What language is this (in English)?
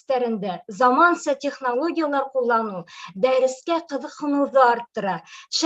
Bashkir